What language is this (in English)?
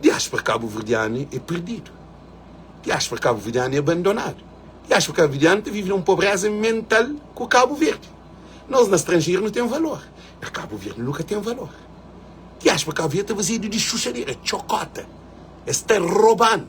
Kabuverdianu